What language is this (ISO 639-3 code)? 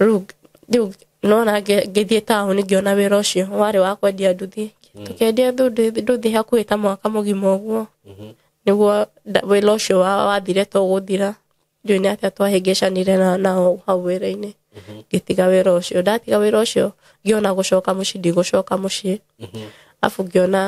kik